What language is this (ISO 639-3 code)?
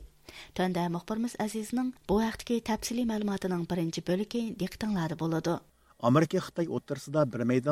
uig